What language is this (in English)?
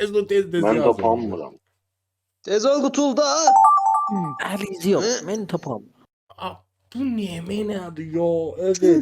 South Azerbaijani